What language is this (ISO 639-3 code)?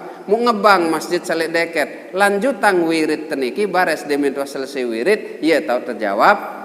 sas